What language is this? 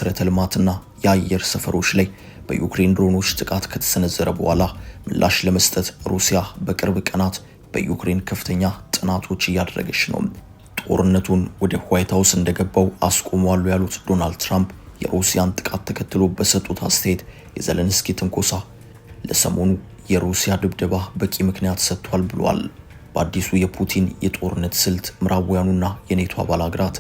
Amharic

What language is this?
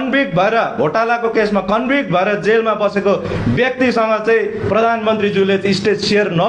Nepali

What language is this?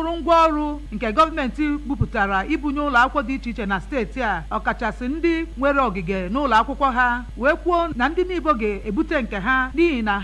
Igbo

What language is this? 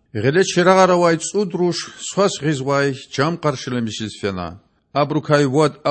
Lezghian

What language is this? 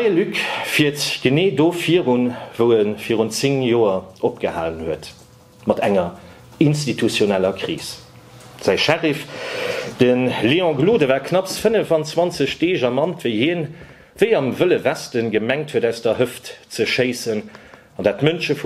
Luxembourgish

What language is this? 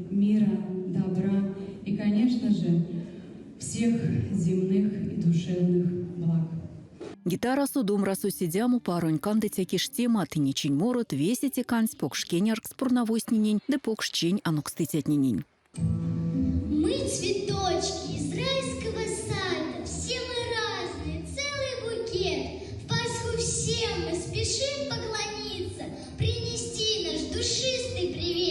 Erzya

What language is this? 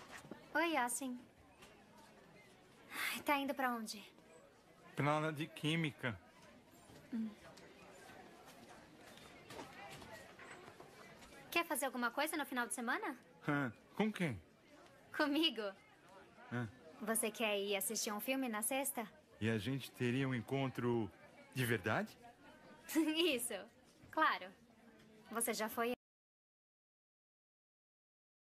Portuguese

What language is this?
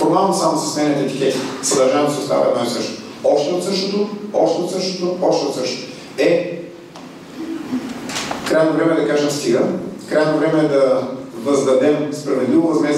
Bulgarian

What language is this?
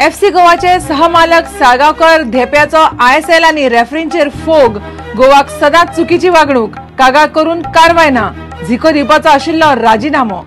Konkani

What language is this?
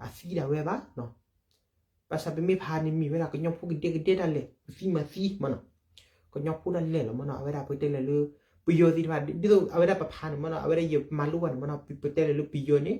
S'gaw Karen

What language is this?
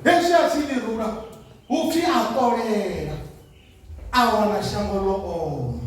Venda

